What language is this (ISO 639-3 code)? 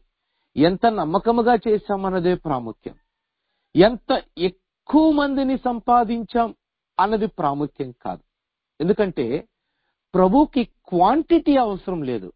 tel